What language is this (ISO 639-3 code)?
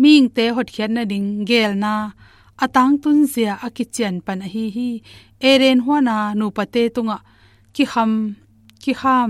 ctd